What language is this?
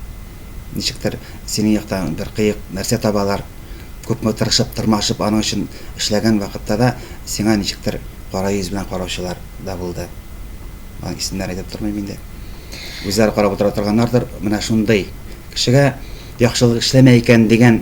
Tatar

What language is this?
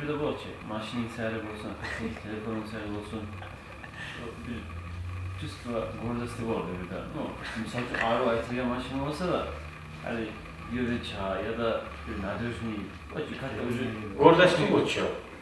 Kumyk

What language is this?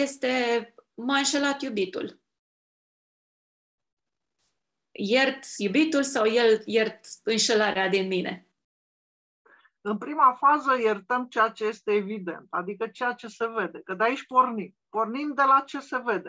Romanian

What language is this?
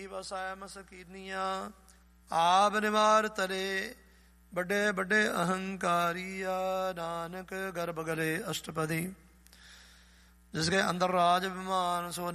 Punjabi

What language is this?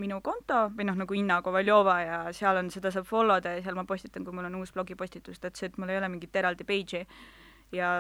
Estonian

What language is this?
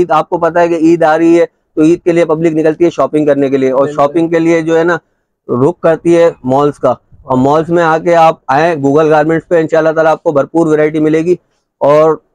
Hindi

